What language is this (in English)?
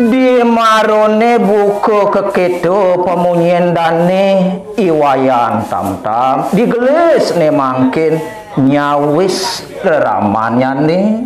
Balinese